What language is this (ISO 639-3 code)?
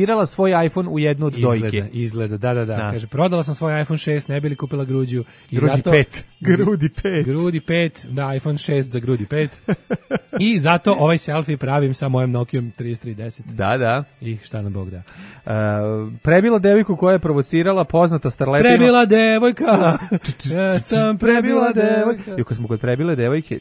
srp